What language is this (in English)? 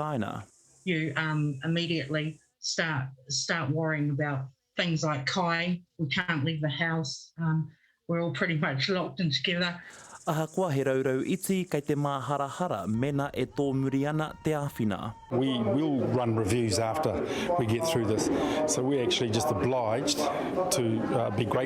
Māori